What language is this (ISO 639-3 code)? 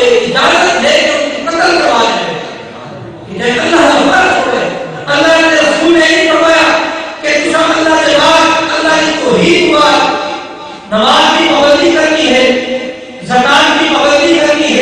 skr